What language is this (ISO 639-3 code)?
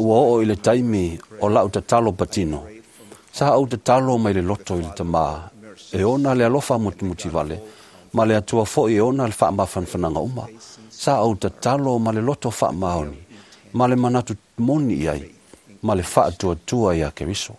smo